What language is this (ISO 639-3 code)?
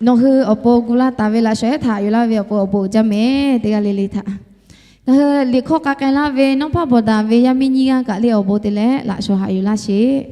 lhu